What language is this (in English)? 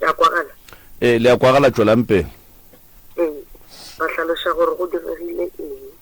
Northern Sotho